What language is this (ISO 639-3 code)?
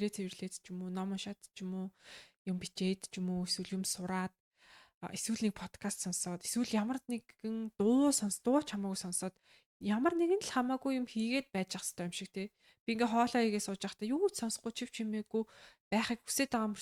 mon